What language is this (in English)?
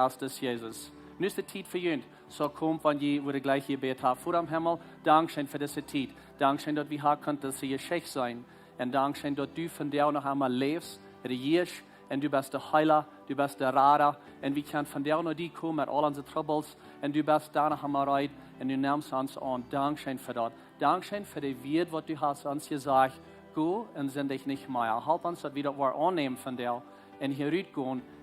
Plautdietsch